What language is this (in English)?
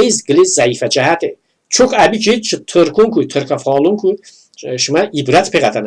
Talysh